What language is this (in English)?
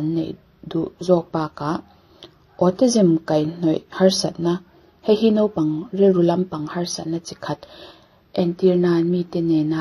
Mizo